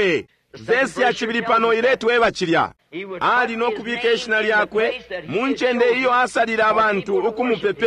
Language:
Bemba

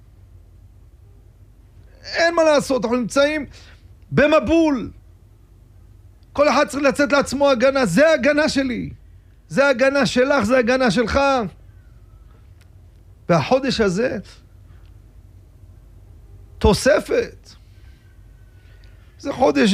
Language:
Hebrew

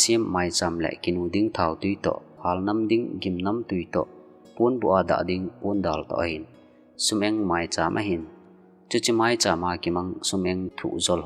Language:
Thado Chin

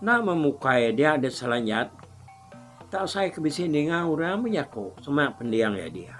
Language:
Iban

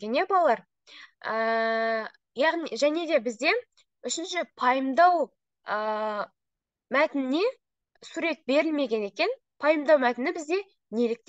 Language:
Kazakh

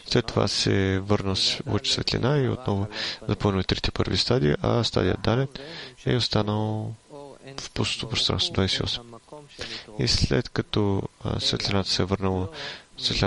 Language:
Bulgarian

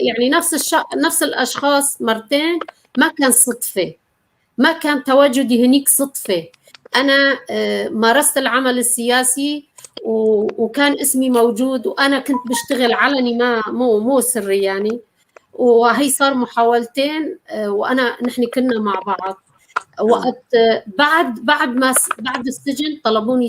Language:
North Levantine Arabic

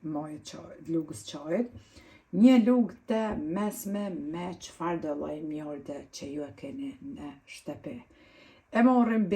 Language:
Albanian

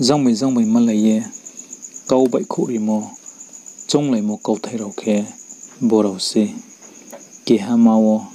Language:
Riang (India)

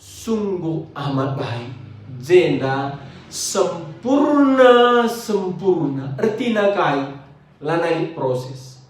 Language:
Batak Karo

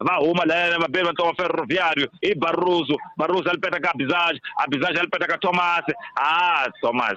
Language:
Tsonga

